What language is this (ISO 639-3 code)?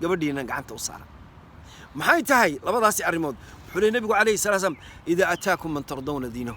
som